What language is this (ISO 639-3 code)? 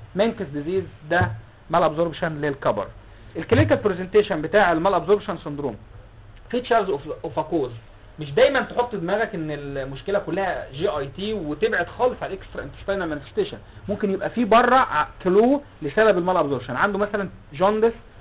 arz